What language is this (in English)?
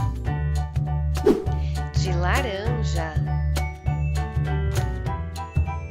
Portuguese